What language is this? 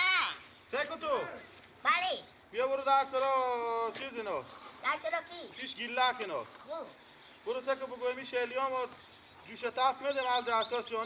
Persian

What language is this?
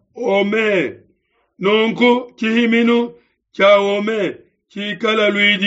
Luba-Lulua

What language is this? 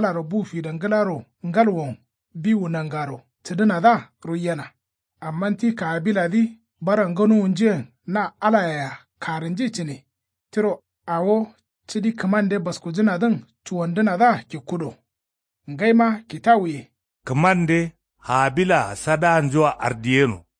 Kanuri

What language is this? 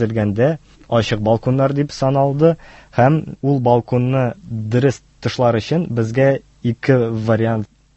Tatar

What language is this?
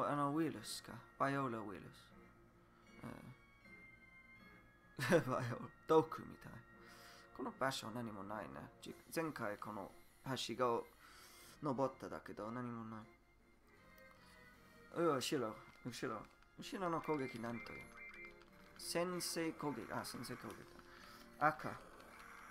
Japanese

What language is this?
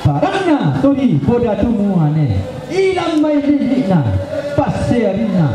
Toraja-Sa'dan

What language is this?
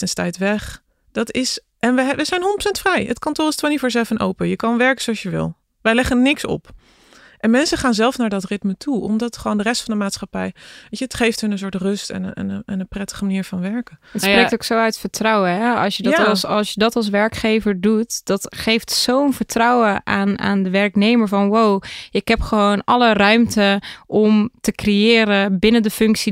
Dutch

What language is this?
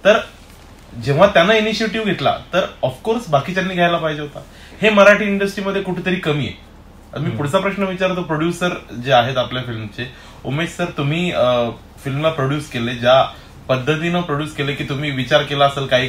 Marathi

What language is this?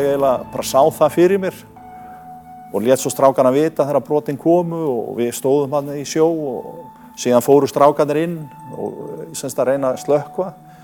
Icelandic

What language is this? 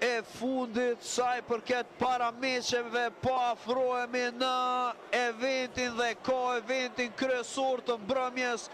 Albanian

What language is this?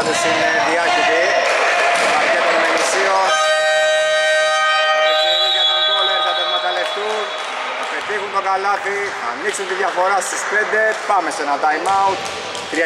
Greek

